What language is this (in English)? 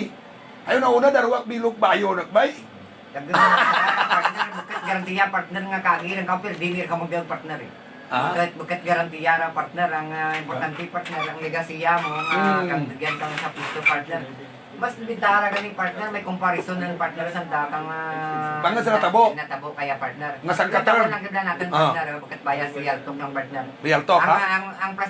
Hiligaynon